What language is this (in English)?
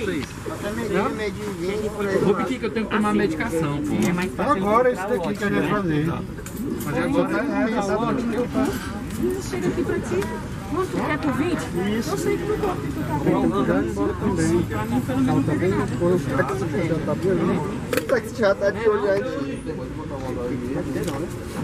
Portuguese